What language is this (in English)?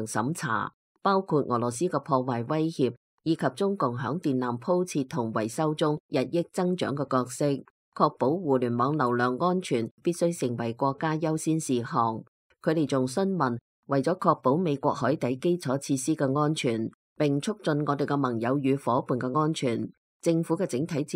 Cantonese